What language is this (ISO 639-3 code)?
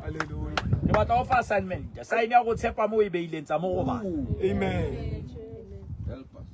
sot